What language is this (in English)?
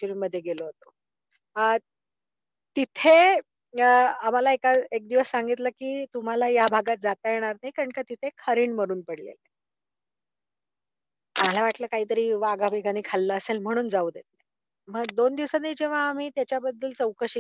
Marathi